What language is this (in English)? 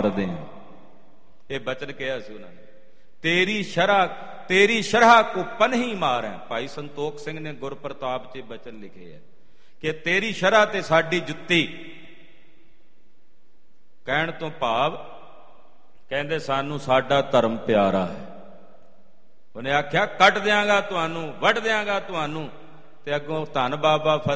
Punjabi